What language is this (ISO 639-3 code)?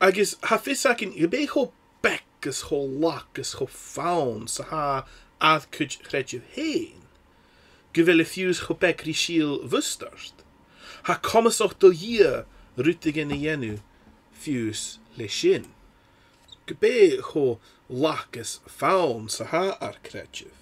gla